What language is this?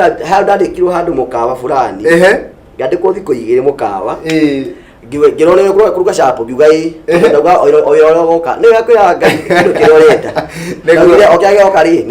Kikuyu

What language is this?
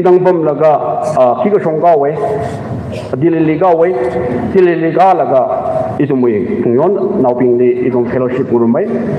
Tangkhul Naga (India)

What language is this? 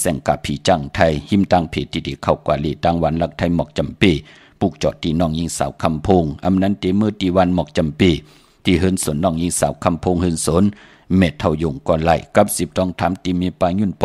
Shan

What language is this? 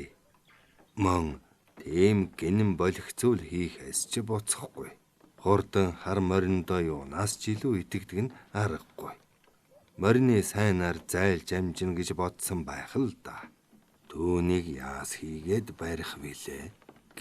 Mongolian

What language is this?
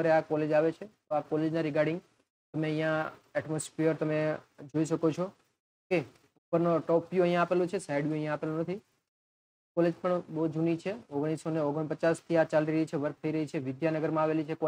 Gujarati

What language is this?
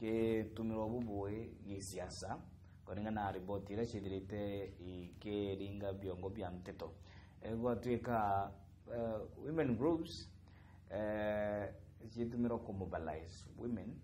Meru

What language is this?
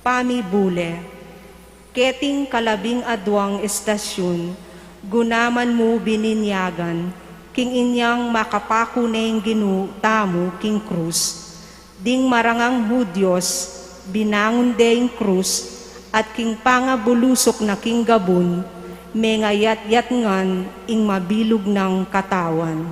Pampanga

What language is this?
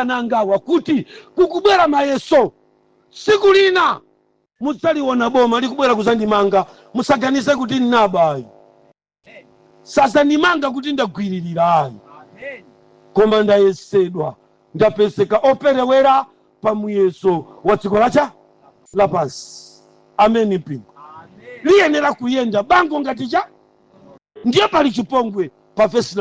Nyanja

